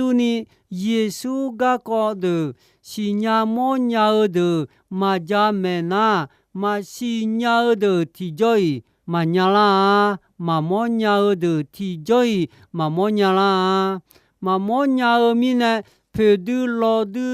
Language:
Akha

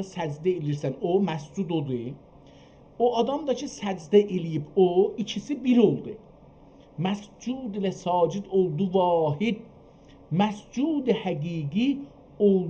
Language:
South Azerbaijani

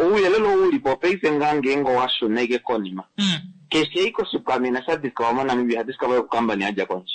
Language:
Kuanyama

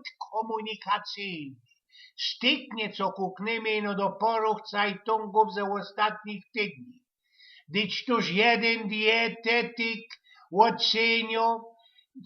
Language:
Silesian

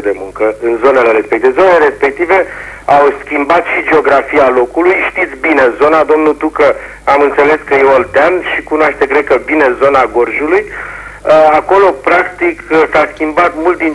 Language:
Romanian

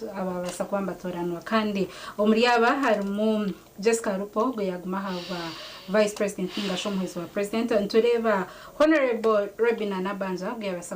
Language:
Nyankole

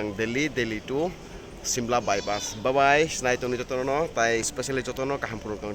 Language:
Kok Borok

